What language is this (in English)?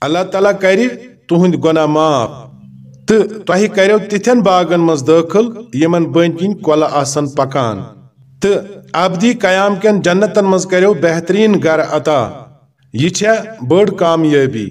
Kashmiri